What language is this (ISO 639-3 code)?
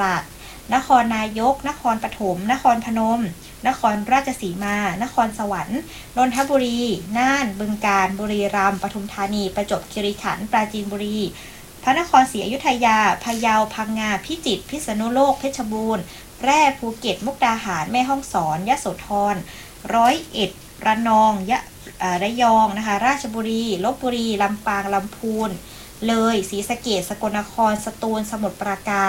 tha